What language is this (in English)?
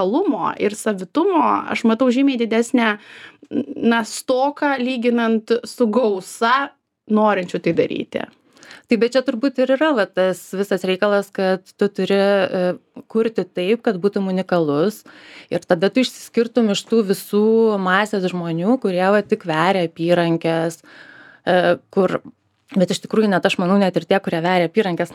Lithuanian